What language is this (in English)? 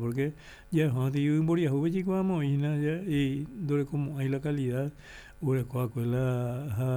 Guarani